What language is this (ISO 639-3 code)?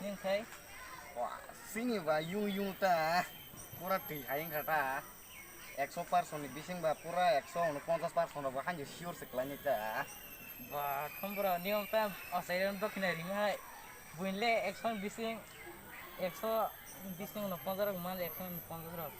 trp